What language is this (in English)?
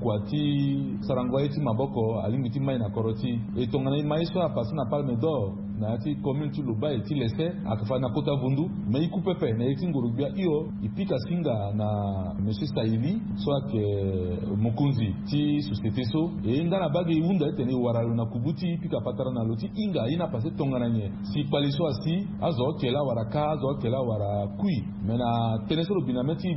Sango